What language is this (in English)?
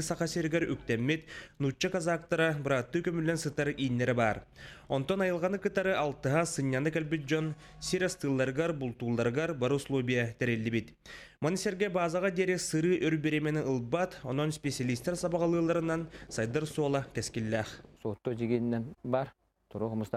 Yakut